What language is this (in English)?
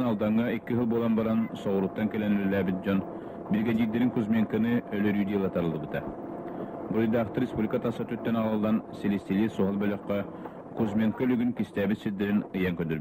Yakut